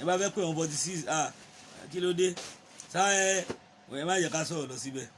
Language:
Yoruba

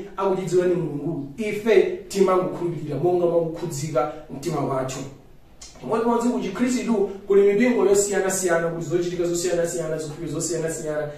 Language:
Nyanja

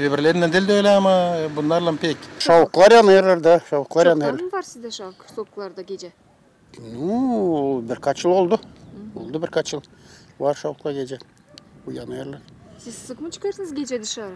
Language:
Gagauz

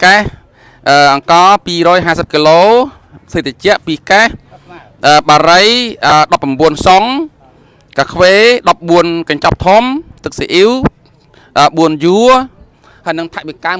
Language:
Khmer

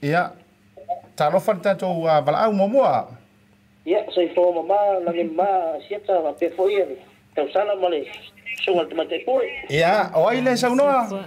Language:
Samoan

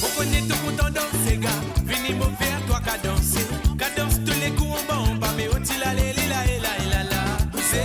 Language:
Morisyen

